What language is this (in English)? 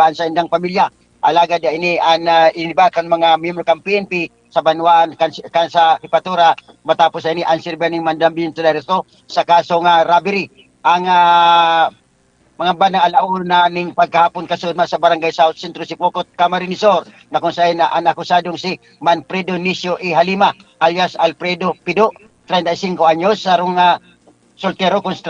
Bikol